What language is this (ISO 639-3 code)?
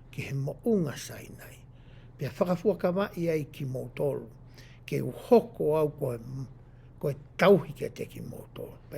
ton